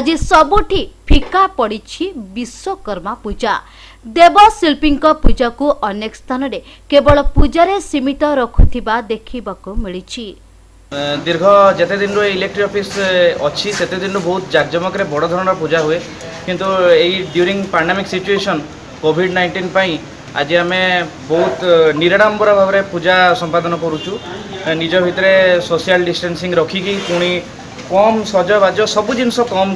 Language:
Odia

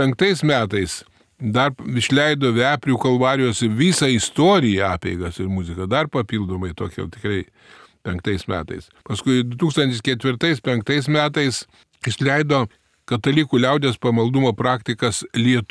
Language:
Lithuanian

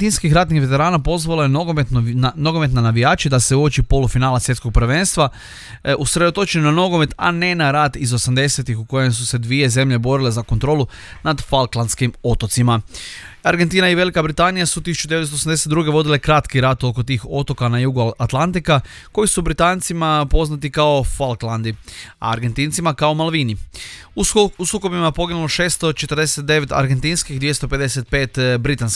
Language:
Croatian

